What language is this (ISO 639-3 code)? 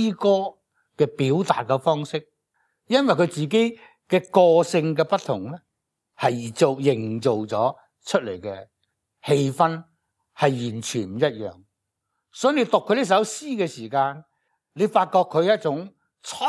yue